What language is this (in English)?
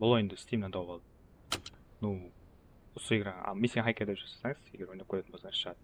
Kara-Kalpak